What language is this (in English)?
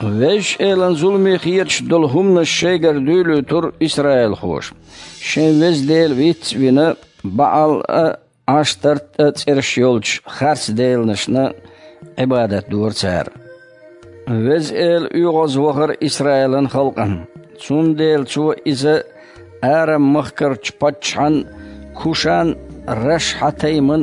Chechen